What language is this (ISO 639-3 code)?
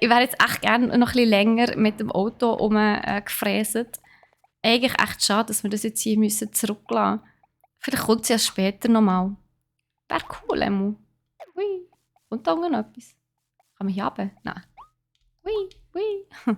gsw